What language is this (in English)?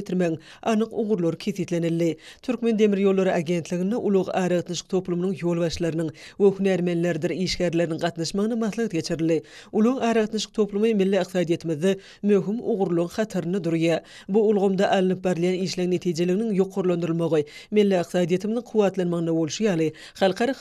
Turkmen